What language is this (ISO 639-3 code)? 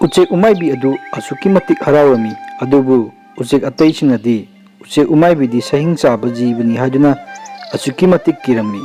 mni